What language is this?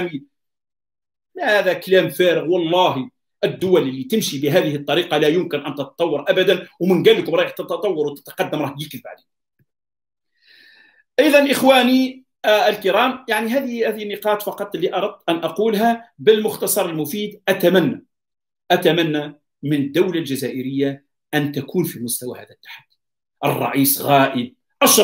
Arabic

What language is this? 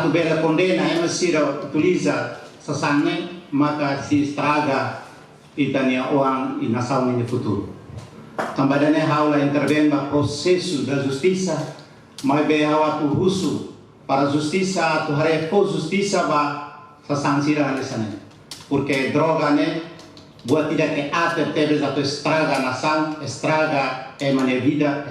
Tetum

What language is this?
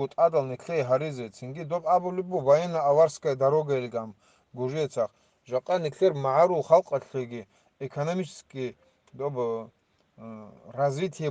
Avaric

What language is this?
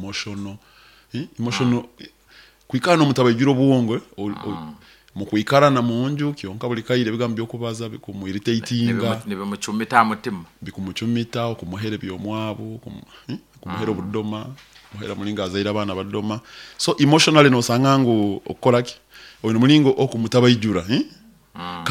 Nyoro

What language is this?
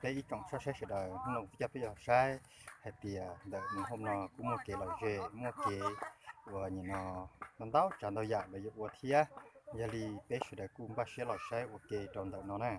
Hmong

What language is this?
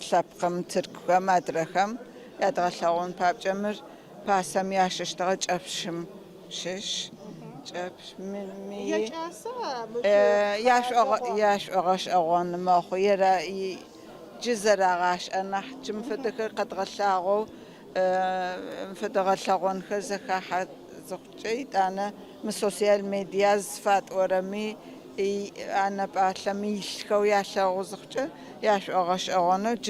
Adyghe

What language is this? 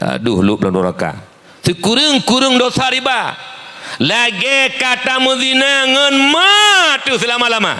Achinese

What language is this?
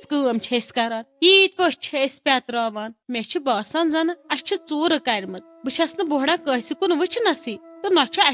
Kashmiri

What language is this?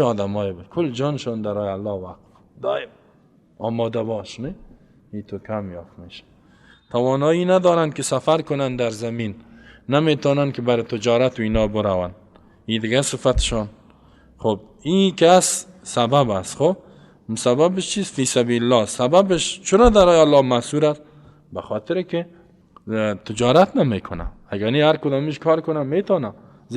Persian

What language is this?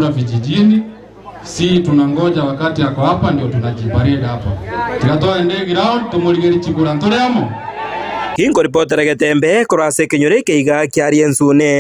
Gusii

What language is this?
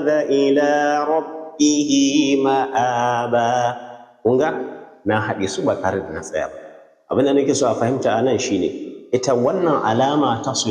Hausa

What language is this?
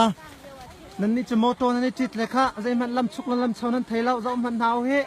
Hakha Chin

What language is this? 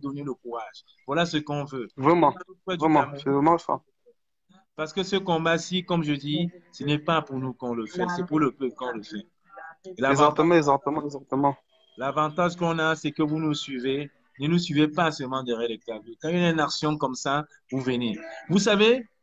French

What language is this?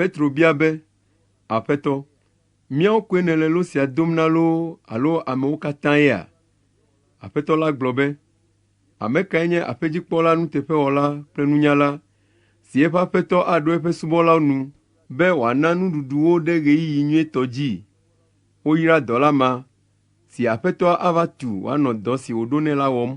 Ewe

